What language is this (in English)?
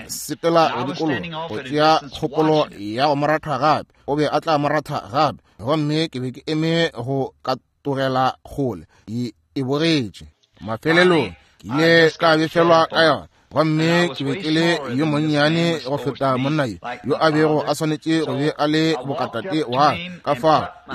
Northern Sotho